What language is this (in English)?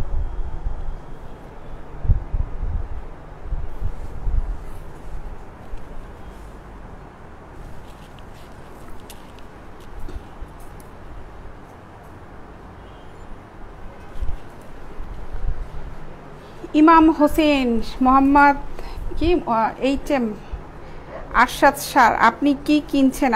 Bangla